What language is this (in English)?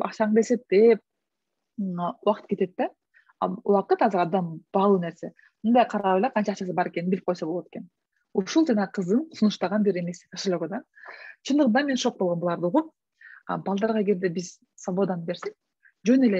Kyrgyz